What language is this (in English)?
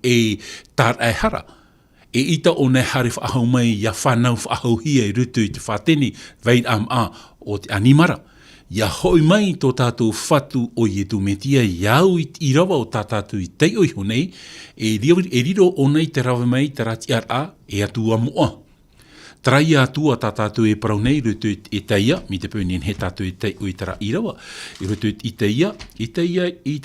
Tahitian